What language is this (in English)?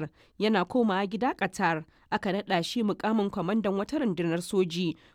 Hausa